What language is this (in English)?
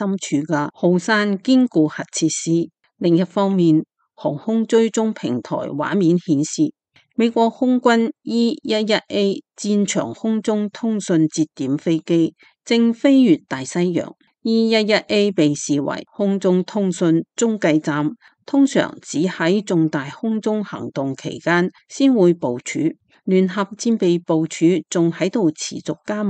Cantonese